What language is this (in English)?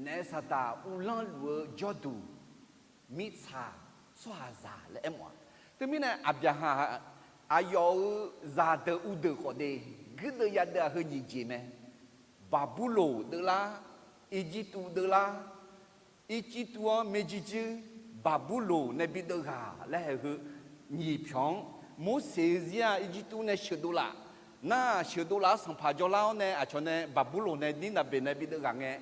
Akha